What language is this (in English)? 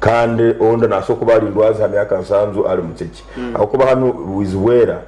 Nyankole